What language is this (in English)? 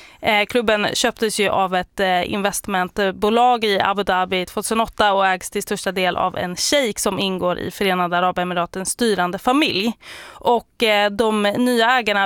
Swedish